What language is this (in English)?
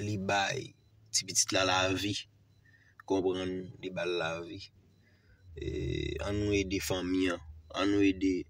Haitian Creole